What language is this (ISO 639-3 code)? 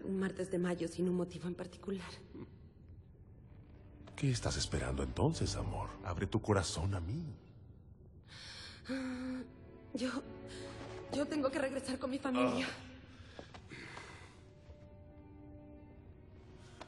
spa